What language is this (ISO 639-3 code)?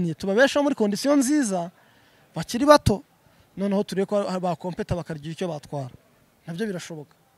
kin